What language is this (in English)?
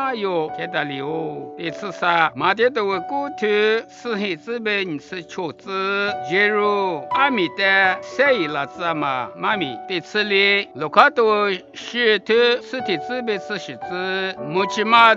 Lisu